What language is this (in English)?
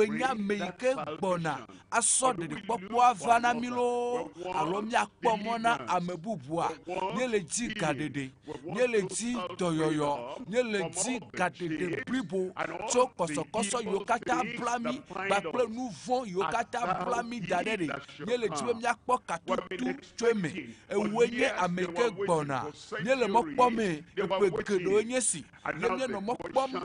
Ewe